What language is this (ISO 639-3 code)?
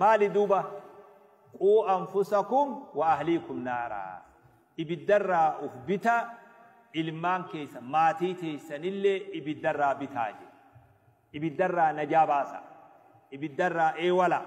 orm